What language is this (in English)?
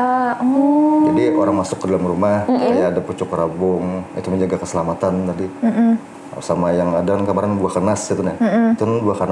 Banjar